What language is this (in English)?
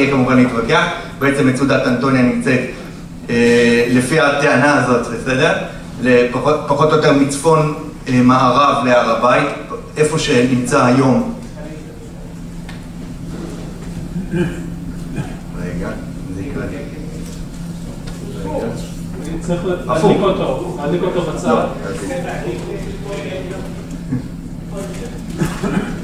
Hebrew